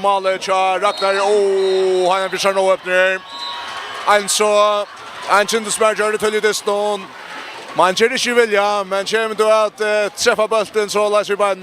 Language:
Faroese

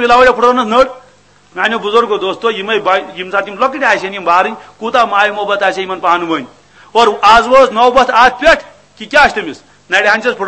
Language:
Kashmiri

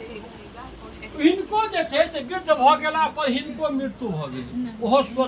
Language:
Maithili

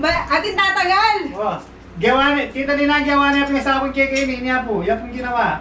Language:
Pampanga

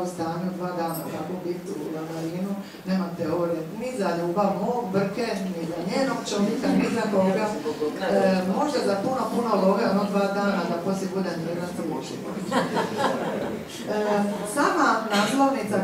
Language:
Croatian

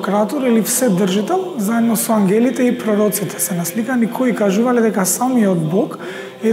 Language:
Macedonian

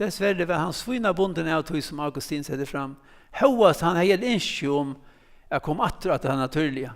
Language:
Faroese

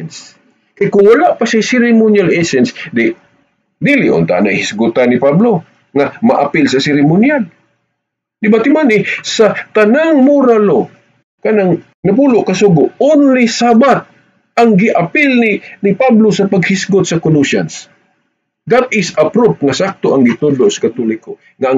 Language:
Cebuano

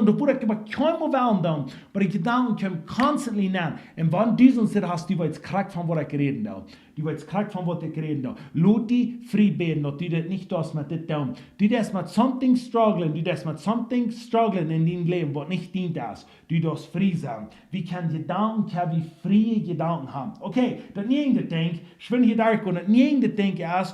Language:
Plautdietsch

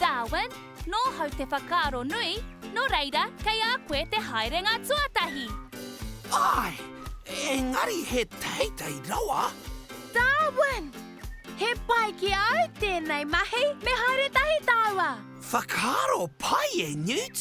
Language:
Māori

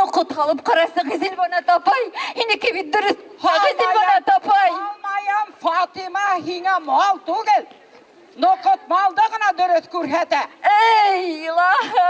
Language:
Bashkir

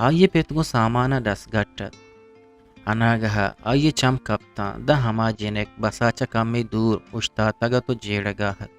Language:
Eastern Balochi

